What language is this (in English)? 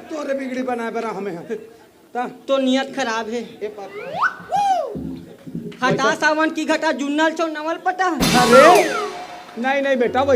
Chhattisgarhi